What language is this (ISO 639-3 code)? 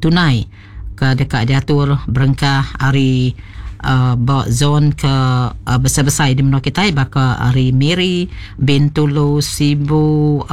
iba